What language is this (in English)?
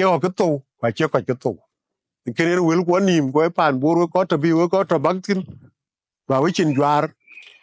Dinka